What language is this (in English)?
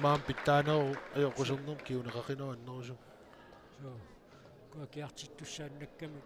Kalaallisut